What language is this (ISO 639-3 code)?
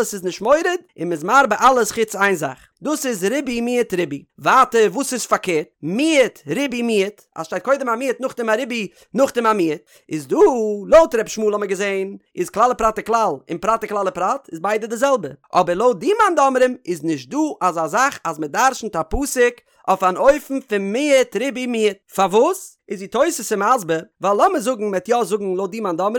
yid